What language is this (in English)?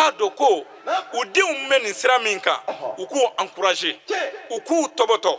Bambara